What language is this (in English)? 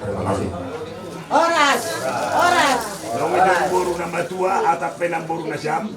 Batak Simalungun